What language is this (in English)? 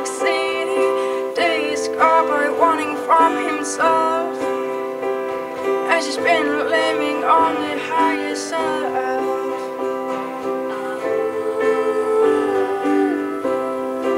Danish